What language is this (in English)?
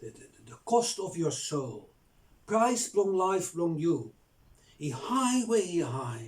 Bislama